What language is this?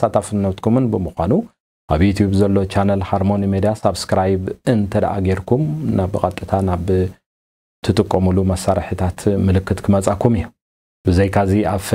Tigrinya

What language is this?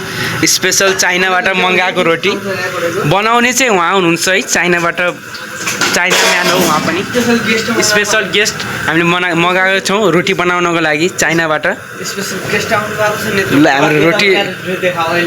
Nepali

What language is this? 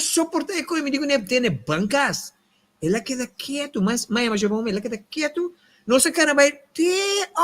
Papiamento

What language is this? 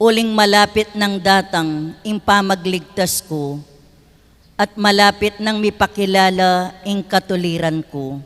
Pampanga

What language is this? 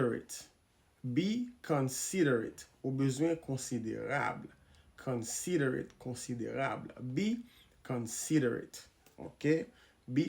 Haitian Creole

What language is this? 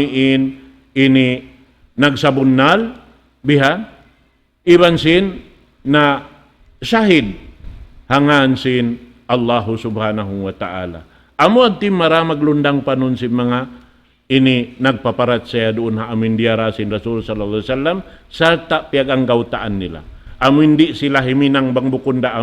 Tausug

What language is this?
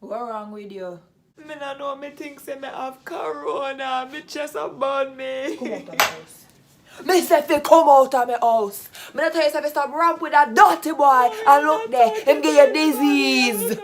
Jamaican Creole English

